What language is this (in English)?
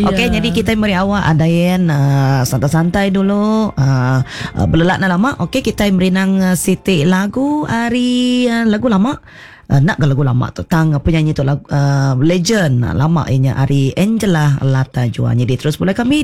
Iban